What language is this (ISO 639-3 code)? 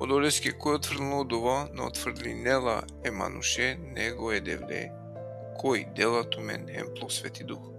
rmn